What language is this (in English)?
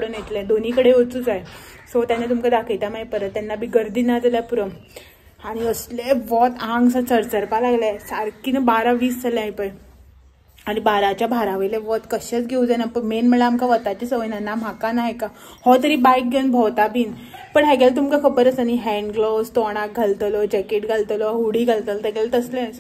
Konkani